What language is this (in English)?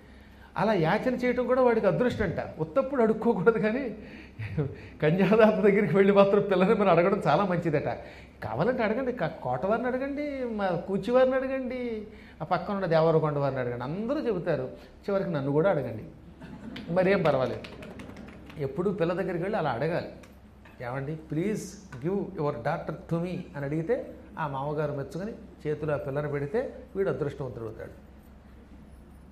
Telugu